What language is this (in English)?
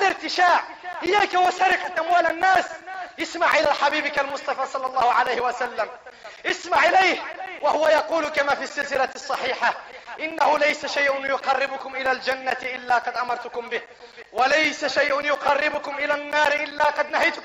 Arabic